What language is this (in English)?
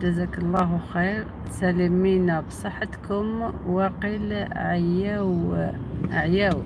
Algerian Arabic